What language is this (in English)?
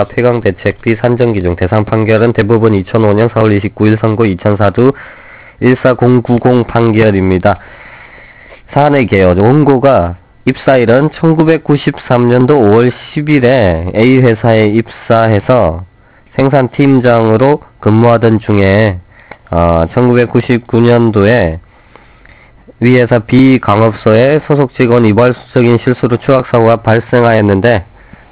Korean